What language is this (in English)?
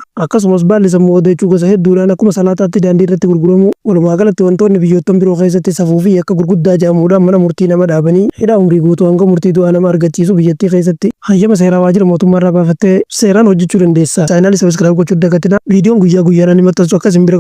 Oromo